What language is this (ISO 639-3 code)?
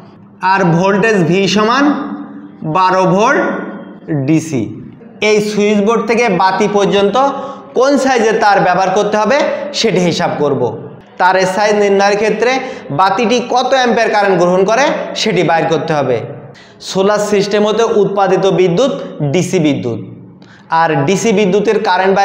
ben